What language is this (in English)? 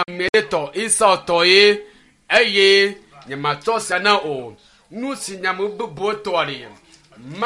Ewe